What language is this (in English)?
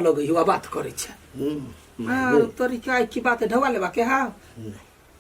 Maithili